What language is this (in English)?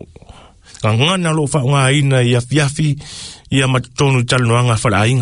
Samoan